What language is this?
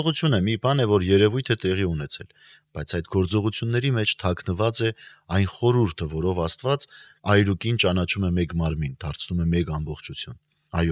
Armenian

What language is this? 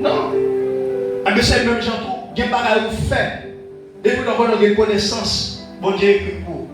Haitian Creole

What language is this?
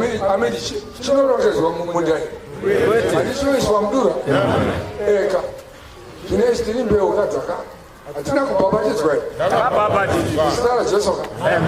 Shona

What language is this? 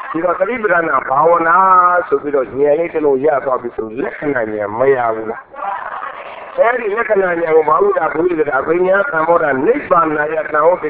Burmese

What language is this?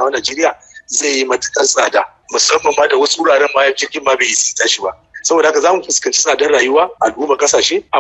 Hausa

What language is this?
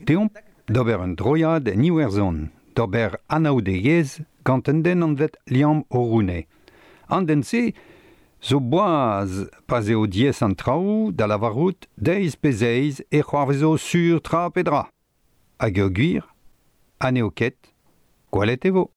Breton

